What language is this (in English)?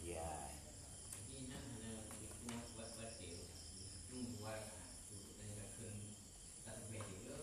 Achinese